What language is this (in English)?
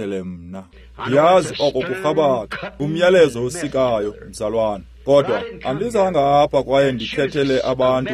Xhosa